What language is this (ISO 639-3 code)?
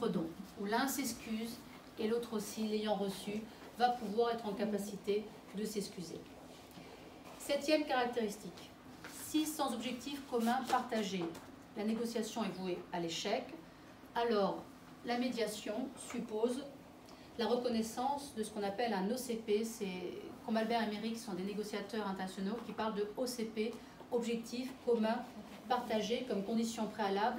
fra